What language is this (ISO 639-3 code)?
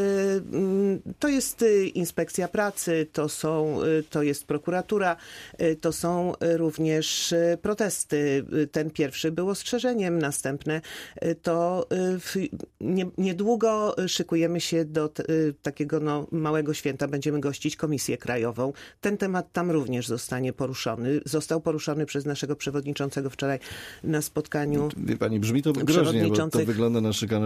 pol